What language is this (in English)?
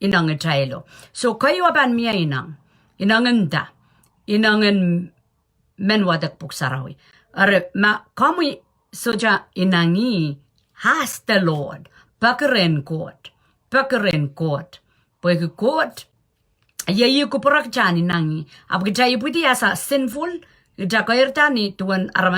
Pohnpeian